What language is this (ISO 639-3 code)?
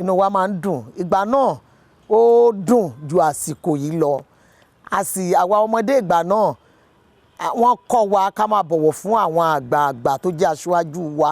yor